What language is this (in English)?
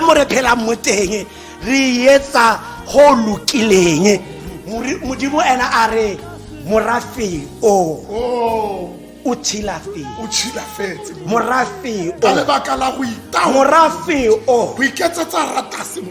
Tswana